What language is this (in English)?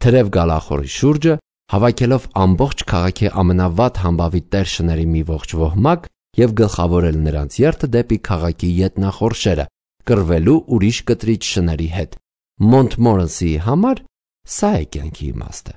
Armenian